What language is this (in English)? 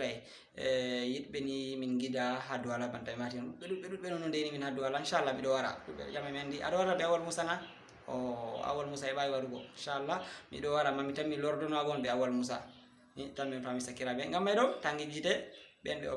Fula